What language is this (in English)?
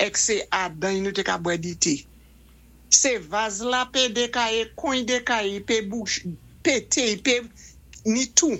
Saint Lucian Creole French